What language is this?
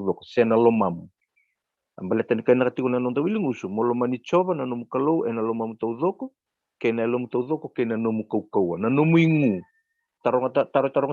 Fijian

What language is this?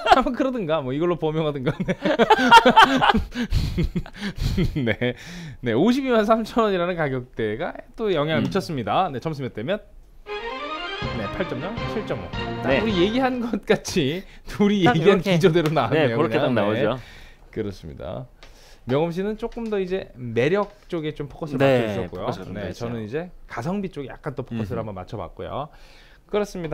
Korean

